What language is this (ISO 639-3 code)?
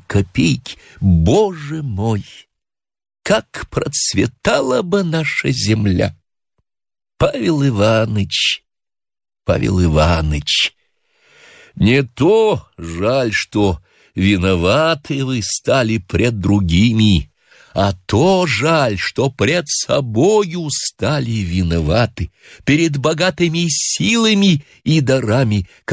rus